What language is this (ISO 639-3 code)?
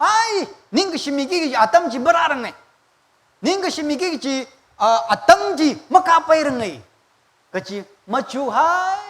nmf